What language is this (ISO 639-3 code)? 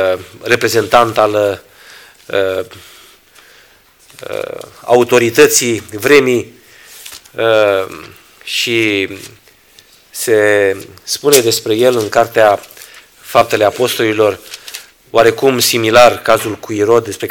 ron